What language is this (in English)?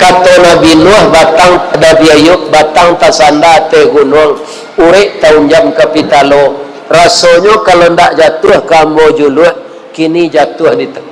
Minangkabau